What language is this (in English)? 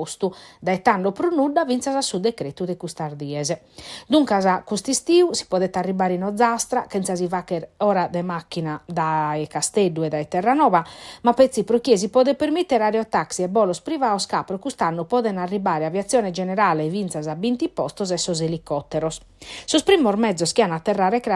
Sardinian